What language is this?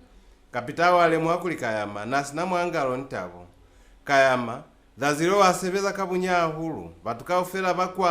Lozi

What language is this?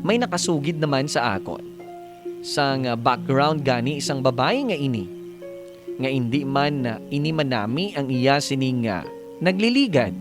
Hiligaynon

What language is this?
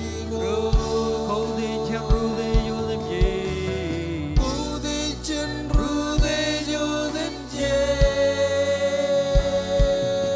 Marshallese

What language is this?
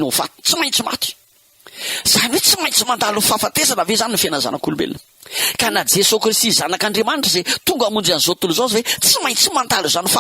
Malagasy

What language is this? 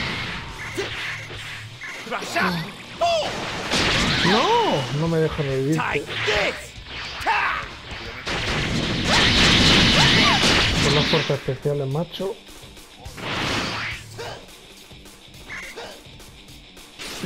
Spanish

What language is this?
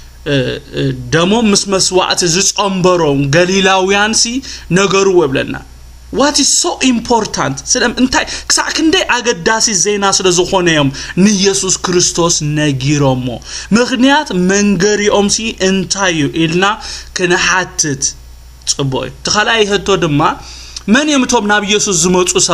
Tigrinya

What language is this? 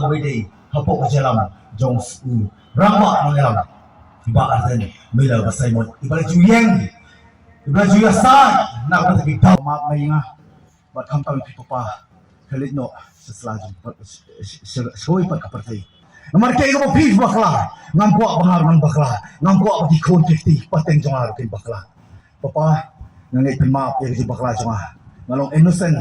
Khasi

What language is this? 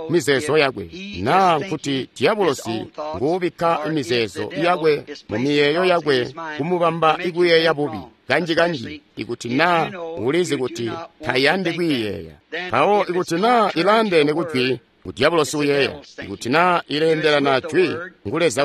Tonga (Zambia)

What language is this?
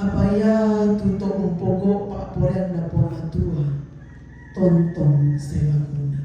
Toraja-Sa'dan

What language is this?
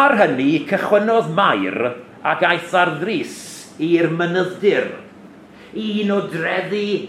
Welsh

